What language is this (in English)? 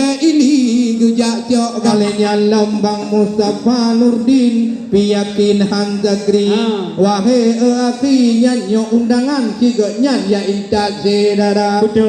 Achinese